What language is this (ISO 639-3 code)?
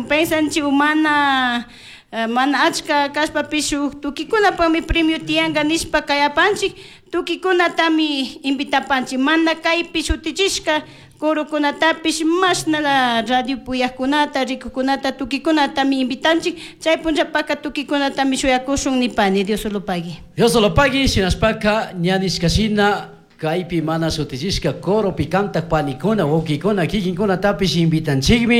qug